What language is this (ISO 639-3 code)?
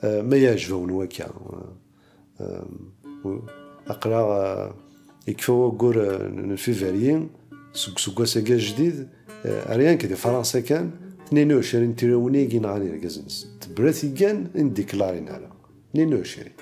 kab